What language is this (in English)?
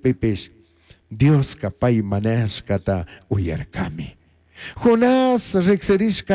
Chimborazo Highland Quichua